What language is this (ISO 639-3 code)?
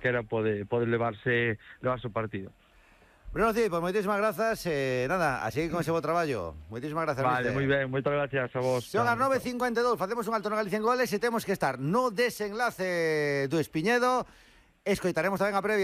glg